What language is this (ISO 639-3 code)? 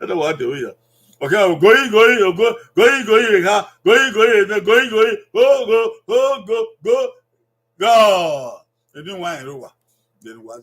bin